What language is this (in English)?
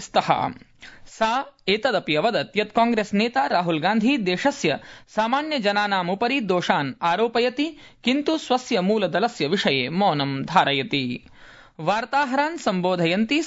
Sanskrit